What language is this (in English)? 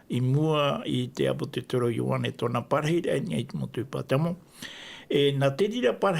Tahitian